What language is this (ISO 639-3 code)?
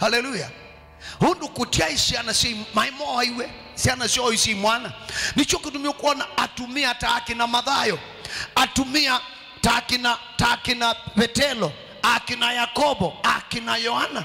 kam